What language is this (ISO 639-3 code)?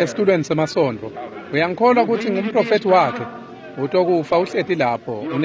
ssw